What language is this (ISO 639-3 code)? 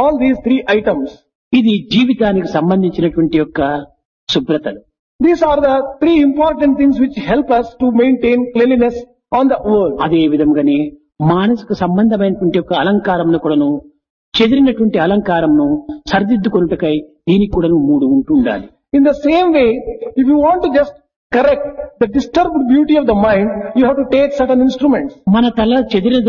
tel